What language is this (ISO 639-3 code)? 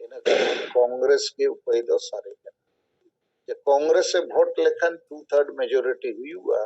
sat